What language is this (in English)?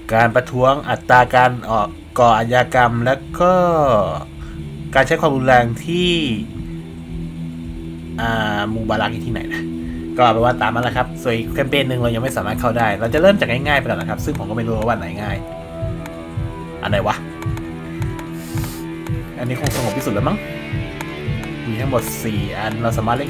Thai